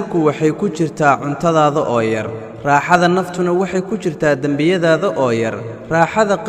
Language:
Somali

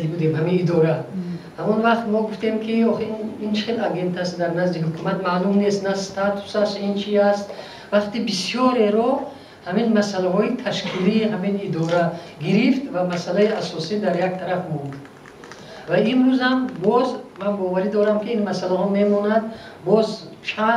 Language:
Tajik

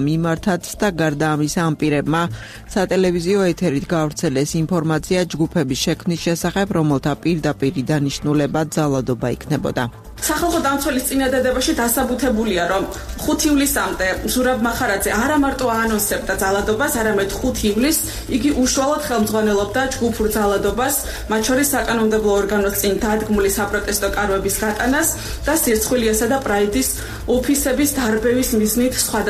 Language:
Georgian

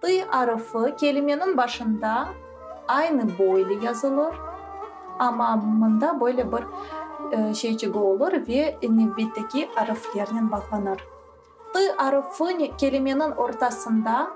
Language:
Crimean Tatar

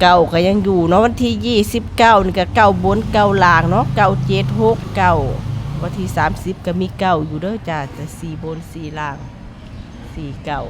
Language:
Lao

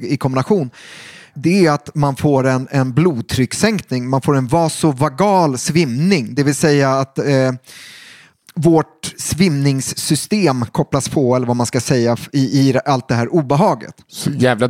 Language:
Swedish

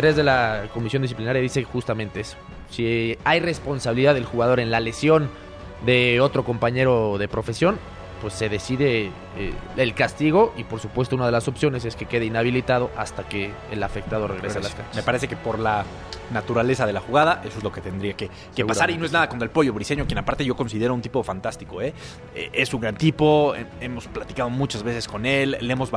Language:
Spanish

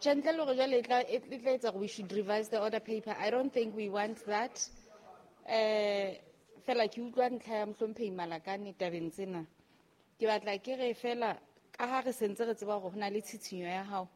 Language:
Southern Sotho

